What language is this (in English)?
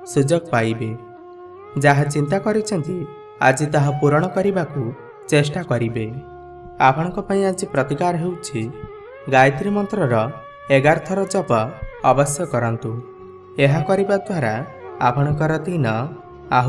Odia